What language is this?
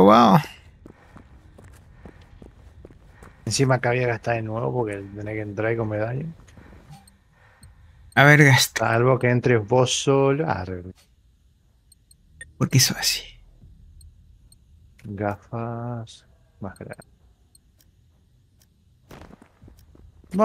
Spanish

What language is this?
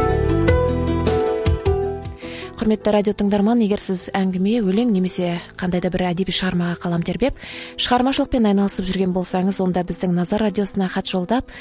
Kazakh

